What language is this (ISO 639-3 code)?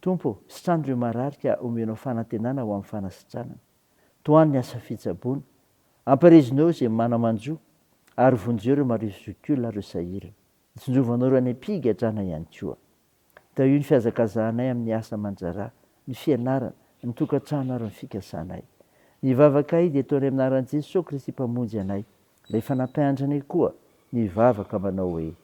mlg